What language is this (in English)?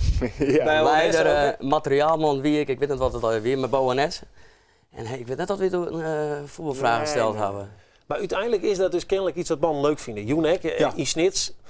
Western Frisian